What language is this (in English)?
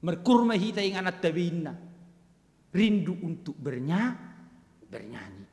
Batak Toba